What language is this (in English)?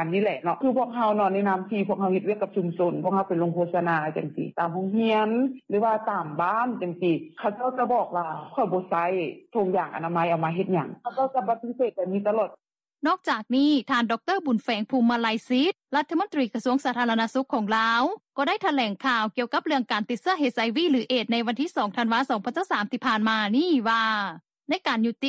Lao